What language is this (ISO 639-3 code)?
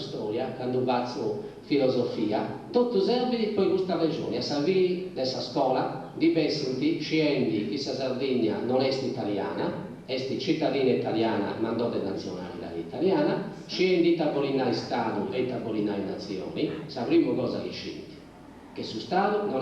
srd